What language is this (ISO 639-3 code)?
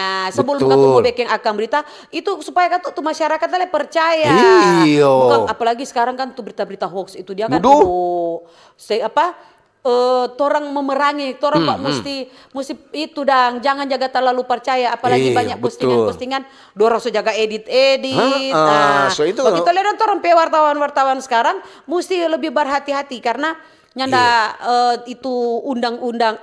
xmm